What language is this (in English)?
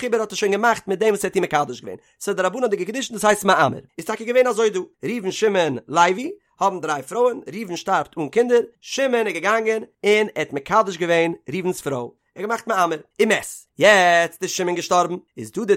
Yiddish